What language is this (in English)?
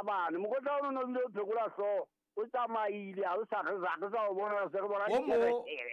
Southern Sotho